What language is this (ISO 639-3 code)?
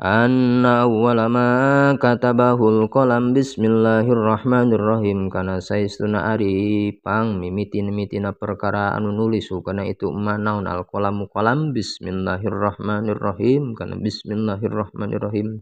sun